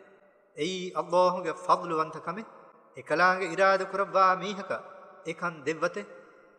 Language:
Divehi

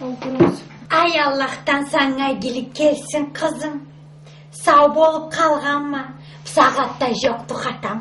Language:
Karachay-Balkar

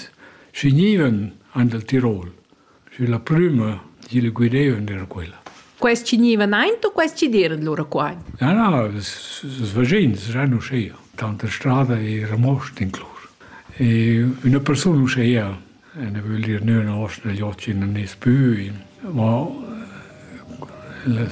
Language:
Italian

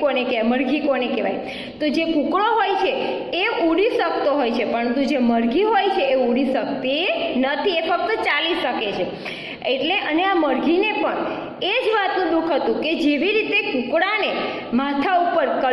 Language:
Gujarati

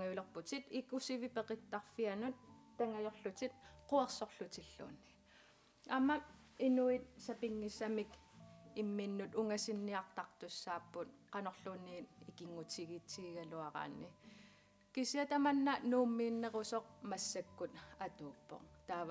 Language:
Kalaallisut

